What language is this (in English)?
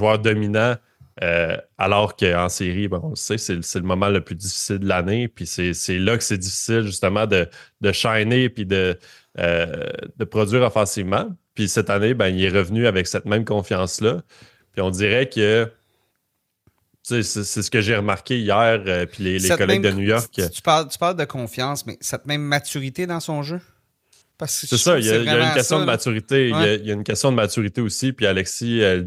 French